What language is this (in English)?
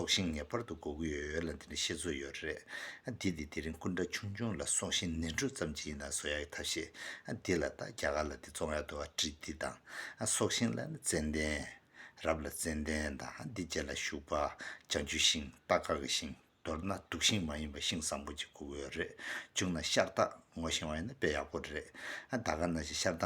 Tibetan